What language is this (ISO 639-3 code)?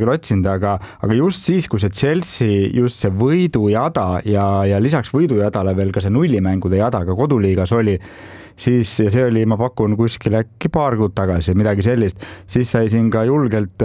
est